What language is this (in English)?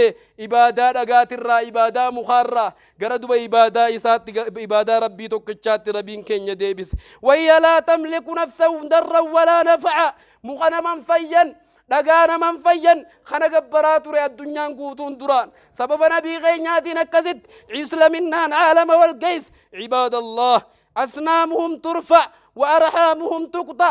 Oromo